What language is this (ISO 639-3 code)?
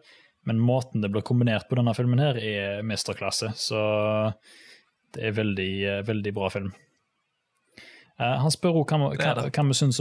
nor